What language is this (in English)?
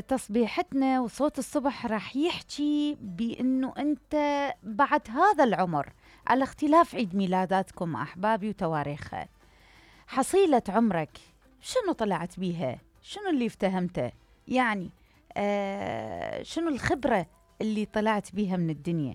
Mesopotamian Arabic